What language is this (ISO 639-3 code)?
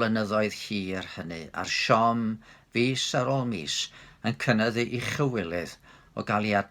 cym